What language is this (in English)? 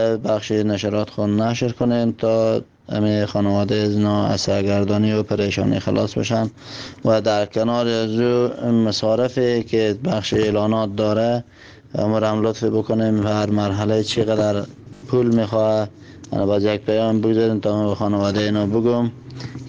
Persian